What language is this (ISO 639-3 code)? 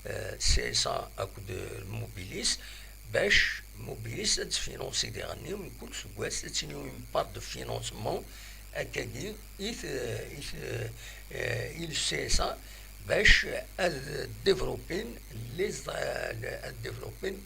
kab